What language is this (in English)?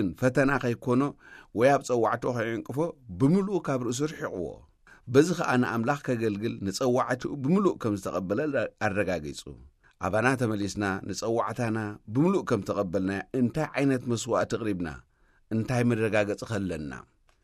Tigrinya